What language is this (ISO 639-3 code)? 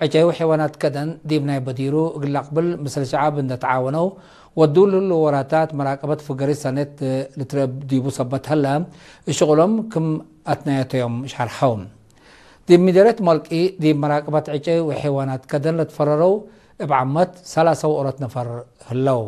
tig